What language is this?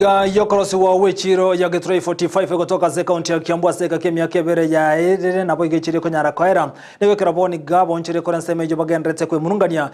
Gusii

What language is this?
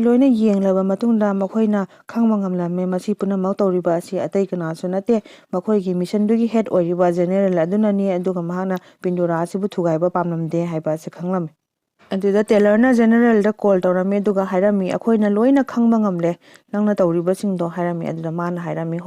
Manipuri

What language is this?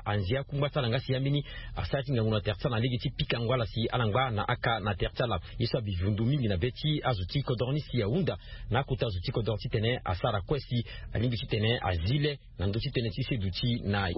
Sango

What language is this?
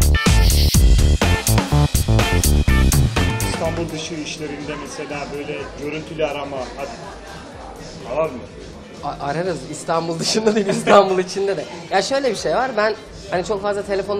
Turkish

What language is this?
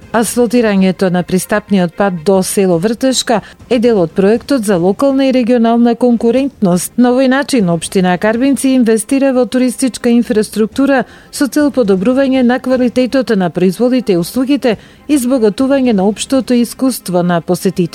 Macedonian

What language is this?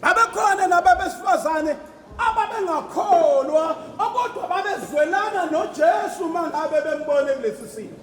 Zulu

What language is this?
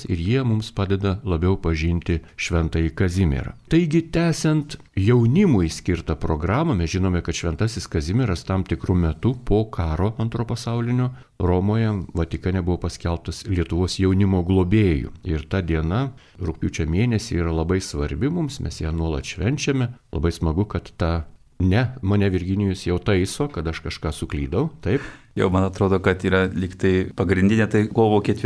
Lithuanian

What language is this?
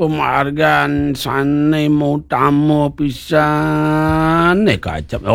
Balinese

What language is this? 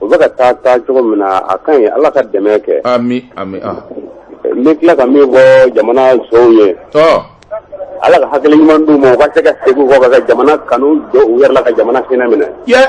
Bambara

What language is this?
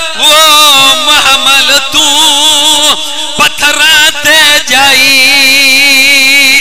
Urdu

